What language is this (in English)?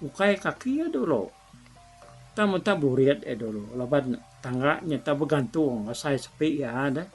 Iban